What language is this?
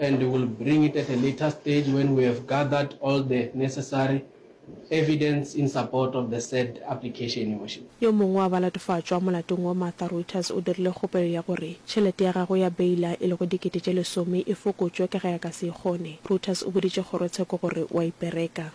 Northern Sotho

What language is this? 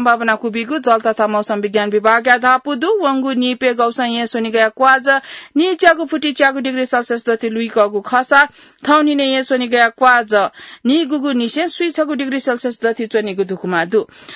Newari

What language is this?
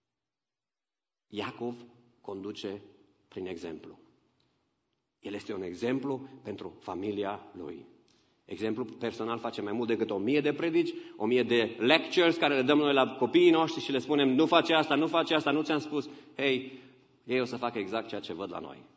Romanian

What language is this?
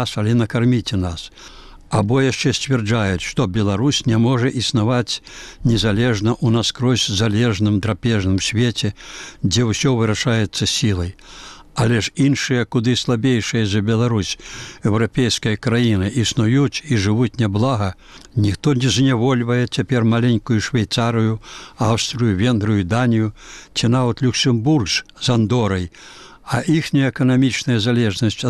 Belarusian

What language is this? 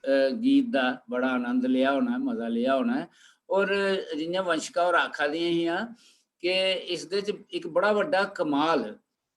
Dogri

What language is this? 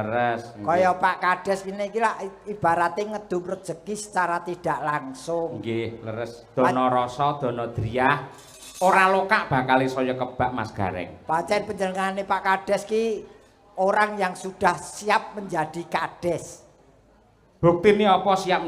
Javanese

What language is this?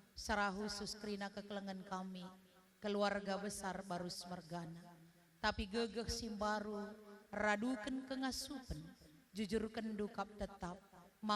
Batak Karo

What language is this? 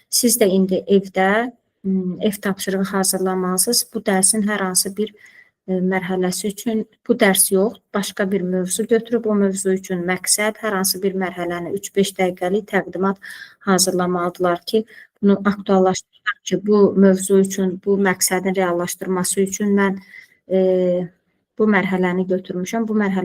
Azerbaijani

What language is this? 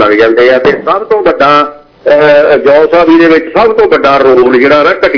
Punjabi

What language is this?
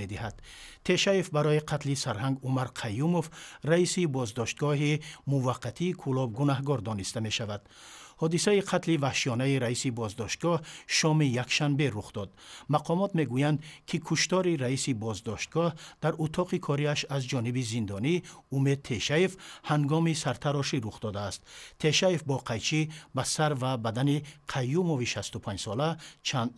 Tajik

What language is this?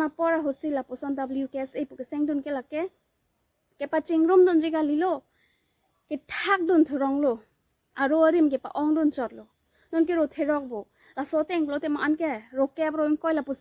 Karbi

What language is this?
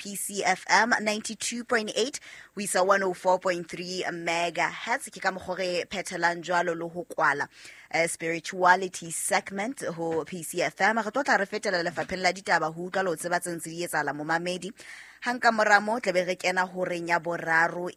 Southern Sotho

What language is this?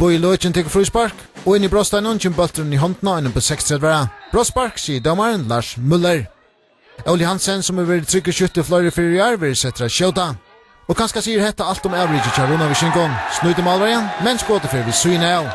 Faroese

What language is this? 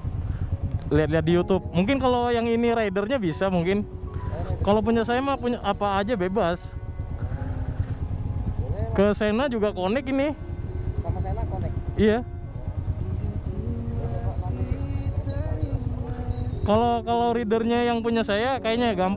Indonesian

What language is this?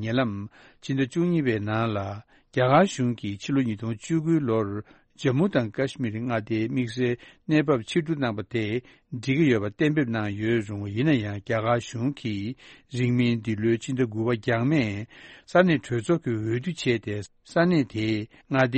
Tibetan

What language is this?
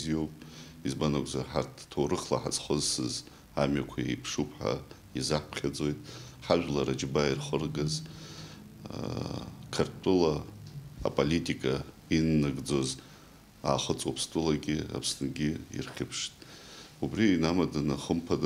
Abkhazian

